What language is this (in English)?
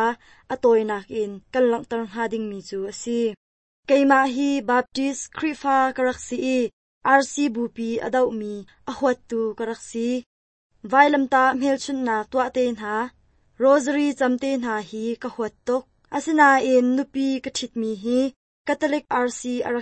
Hakha Chin